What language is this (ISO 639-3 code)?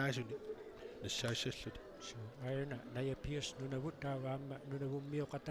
kal